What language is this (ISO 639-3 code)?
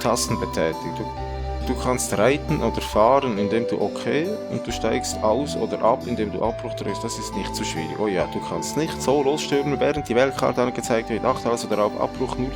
gsw